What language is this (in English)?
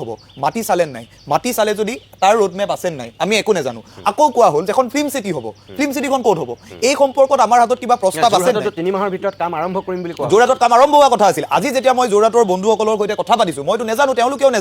Assamese